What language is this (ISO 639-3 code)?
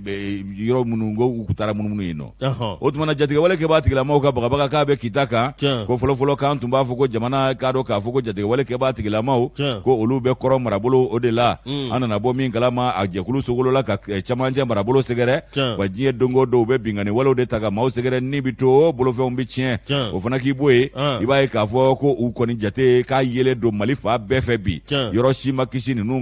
bam